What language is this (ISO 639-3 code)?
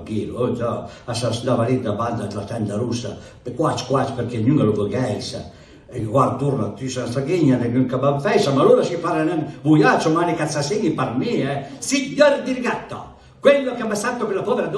pms